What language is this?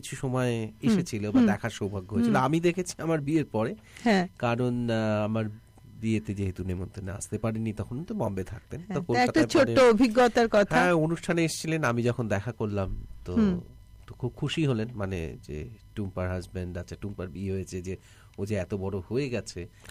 Bangla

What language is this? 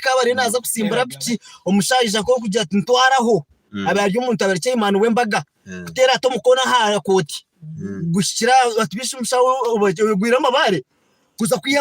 Nyankole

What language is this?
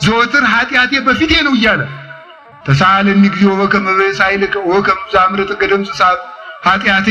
Amharic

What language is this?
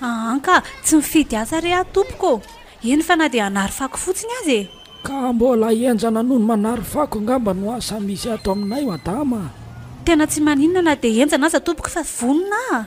Malagasy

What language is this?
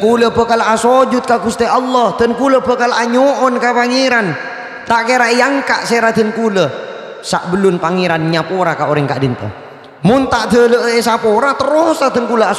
Madurese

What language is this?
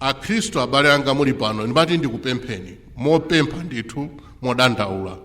Nyanja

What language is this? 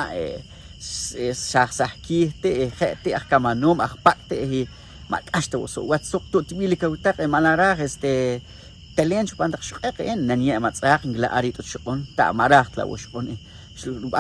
Poqomchi'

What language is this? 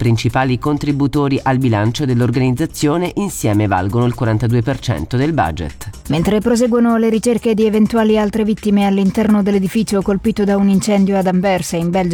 Italian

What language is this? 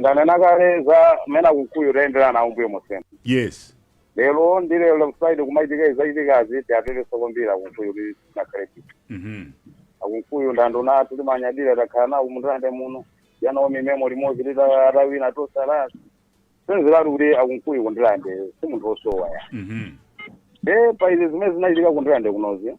Nyanja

